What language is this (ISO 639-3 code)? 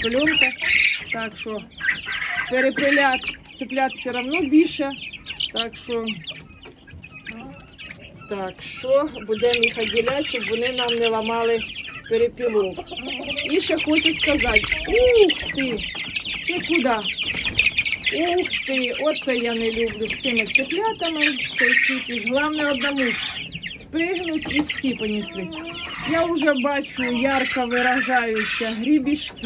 ukr